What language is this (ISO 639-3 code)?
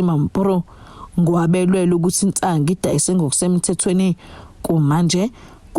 zul